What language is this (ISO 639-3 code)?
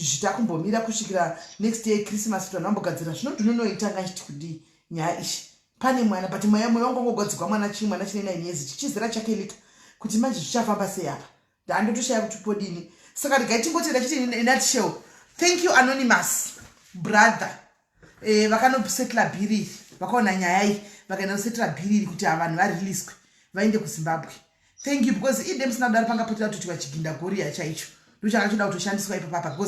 sna